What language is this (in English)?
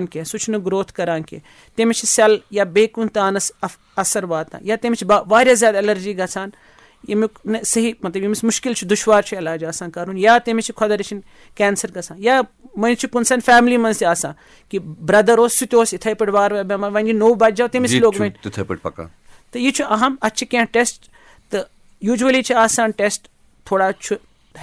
Kashmiri